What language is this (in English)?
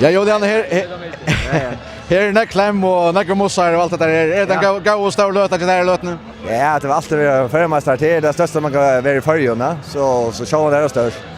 Faroese